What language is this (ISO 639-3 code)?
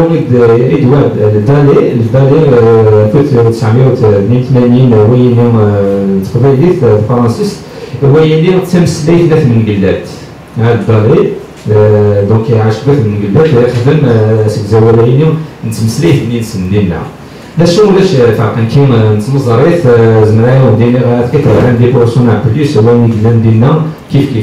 kab